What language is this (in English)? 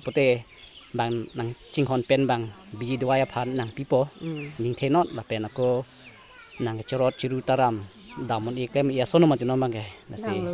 Karbi